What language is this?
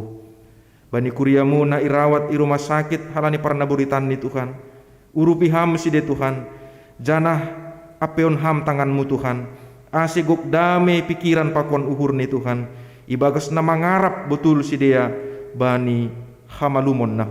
Batak Simalungun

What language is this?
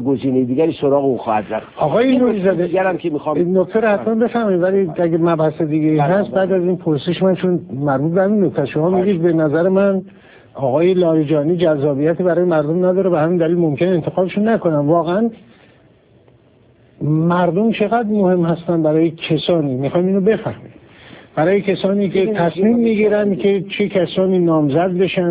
Persian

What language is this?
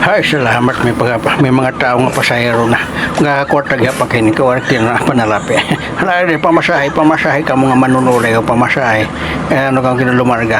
Waray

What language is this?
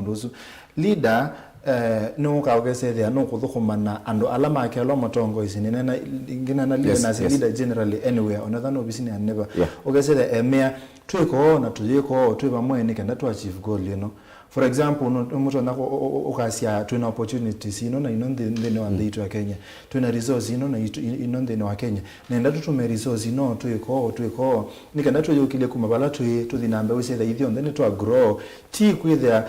Kamba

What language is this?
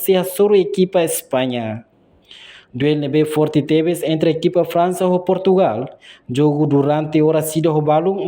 Tetum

